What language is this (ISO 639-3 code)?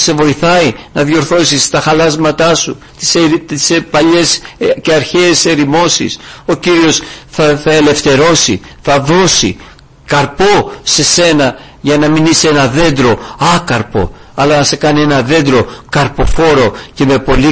ell